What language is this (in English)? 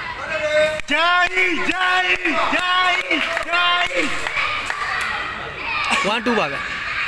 Burmese